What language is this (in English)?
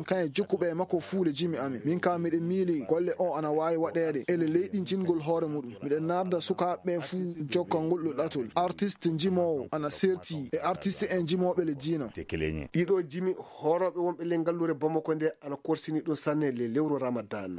Maasina Fulfulde